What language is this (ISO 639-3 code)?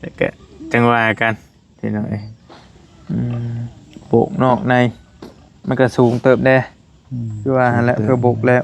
tts